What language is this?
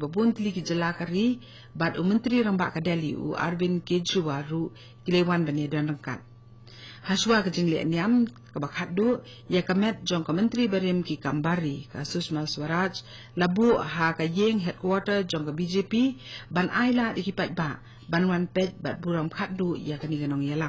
Khasi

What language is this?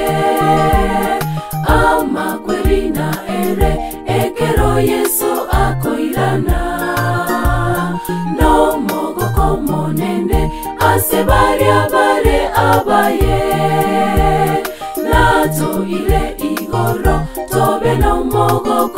Gusii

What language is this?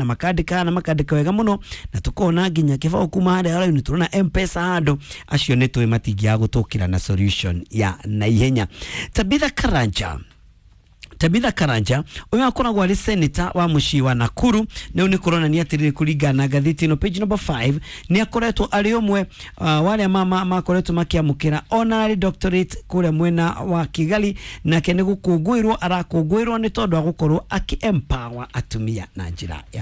Kikuyu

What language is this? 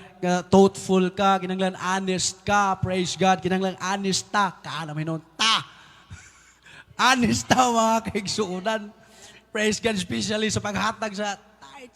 Cebuano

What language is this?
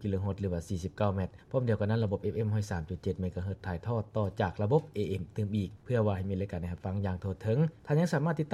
Lao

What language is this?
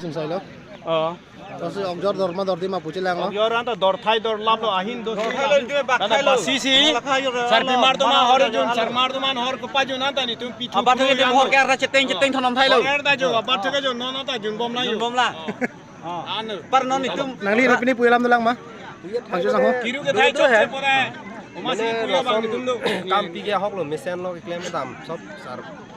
Karbi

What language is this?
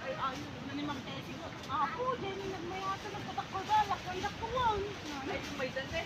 Iloko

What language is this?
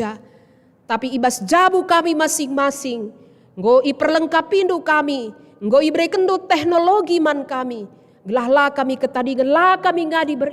Batak Karo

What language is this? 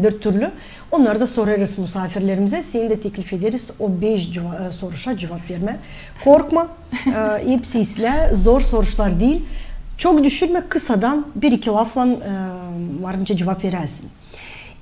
Gagauz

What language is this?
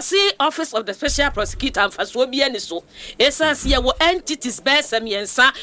Akan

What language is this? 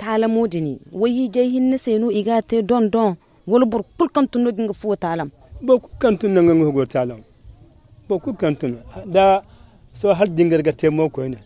Zarma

